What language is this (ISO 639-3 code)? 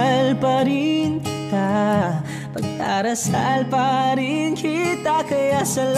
fil